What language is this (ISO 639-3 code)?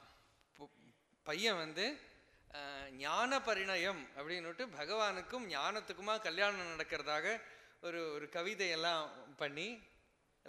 tam